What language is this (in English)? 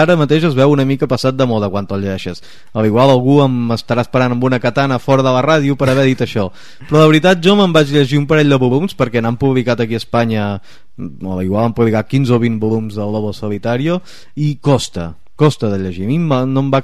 Catalan